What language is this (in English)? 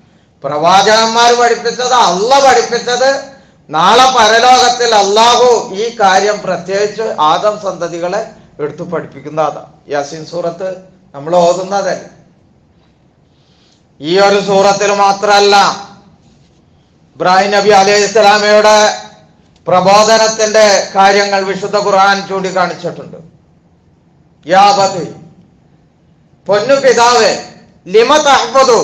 Malayalam